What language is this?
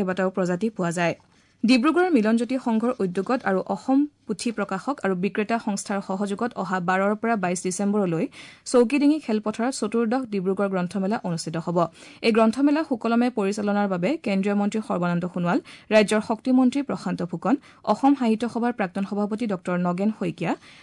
Assamese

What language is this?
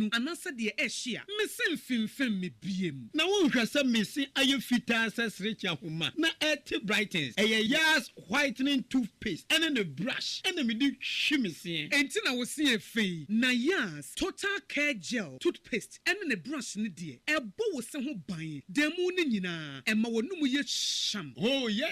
Akan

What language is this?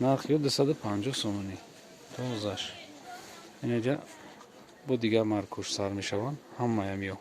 Tajik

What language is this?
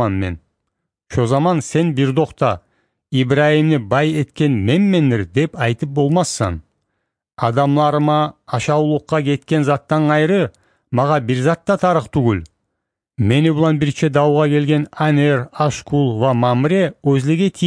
Kumyk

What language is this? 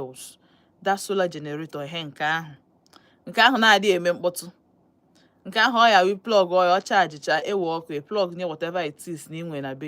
Igbo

